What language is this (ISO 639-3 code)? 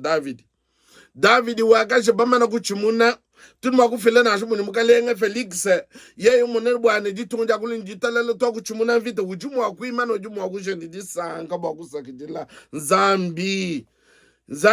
lua